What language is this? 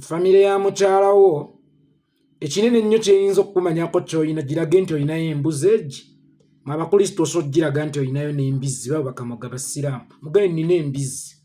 Ganda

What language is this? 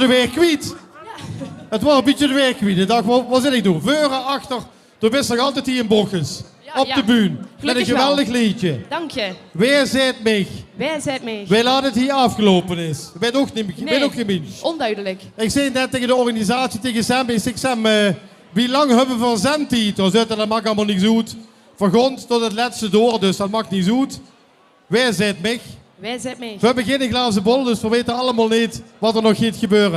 Limburgish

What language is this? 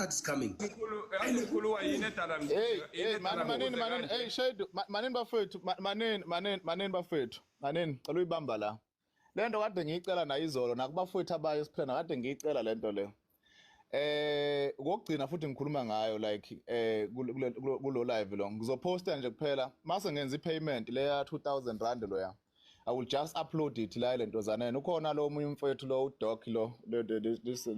Zulu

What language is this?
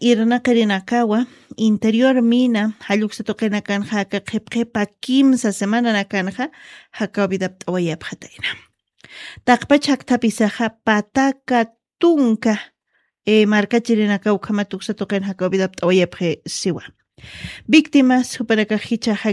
Aymara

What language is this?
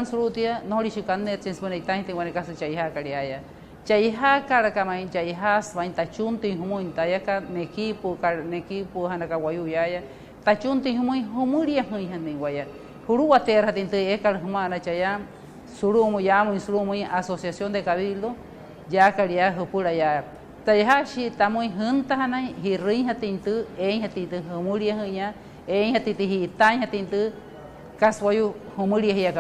Wayuu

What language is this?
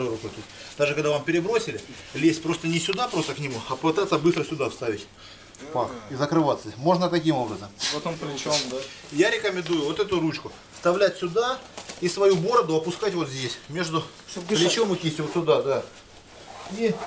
Russian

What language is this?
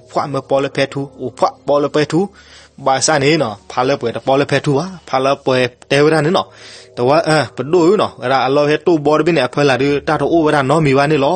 S'gaw Karen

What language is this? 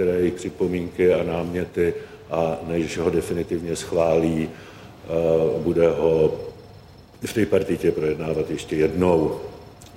Czech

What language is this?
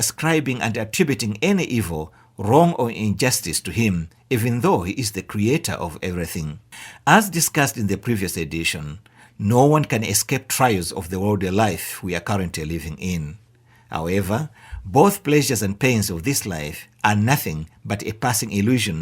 English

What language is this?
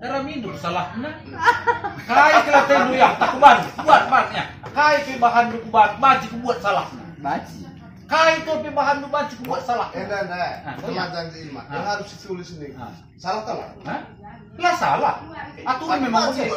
Batak Karo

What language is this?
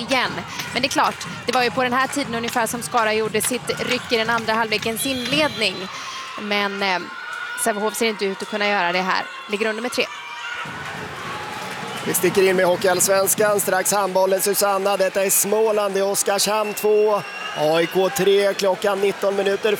Swedish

